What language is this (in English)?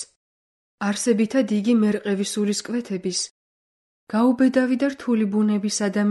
Georgian